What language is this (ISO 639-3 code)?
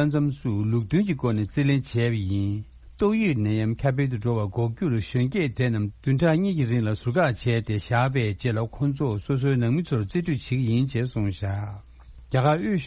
bod